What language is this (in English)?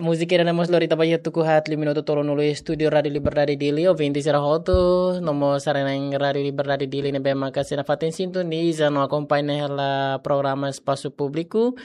Tetum